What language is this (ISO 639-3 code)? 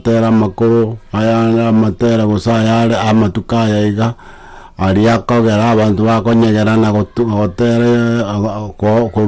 guz